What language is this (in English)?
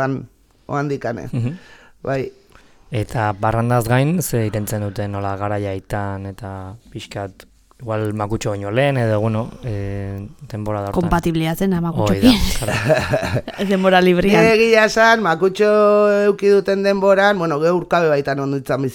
Basque